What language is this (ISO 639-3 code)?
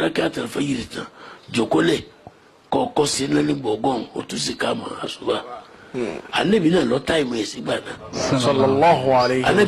yor